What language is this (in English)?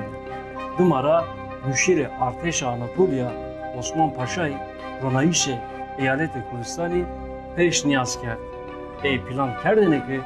Zaza